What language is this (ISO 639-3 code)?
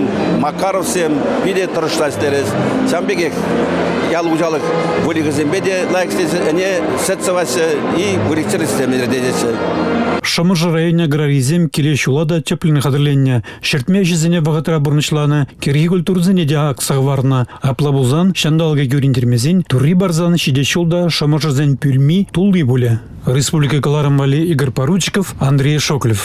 chv